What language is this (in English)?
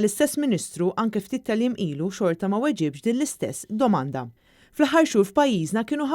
Maltese